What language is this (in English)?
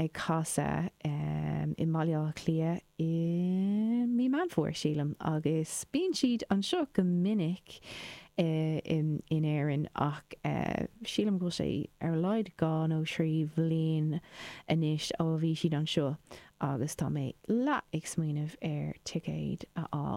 Irish